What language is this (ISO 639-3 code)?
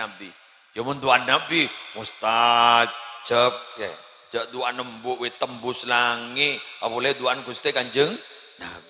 mad